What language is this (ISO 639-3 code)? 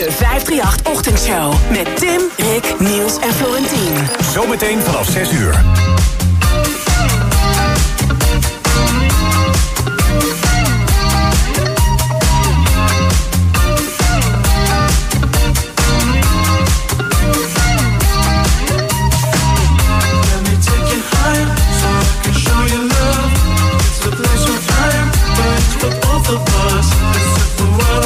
nld